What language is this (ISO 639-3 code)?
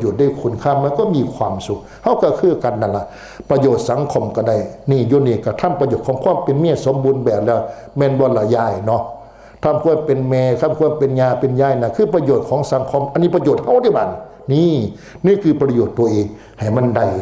tts